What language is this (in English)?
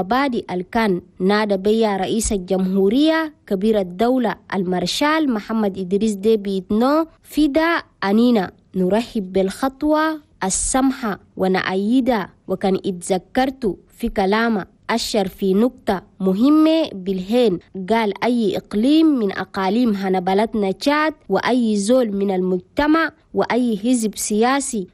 Chadian Arabic